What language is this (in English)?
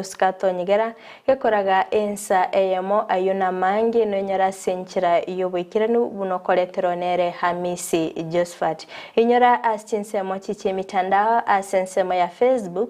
Gusii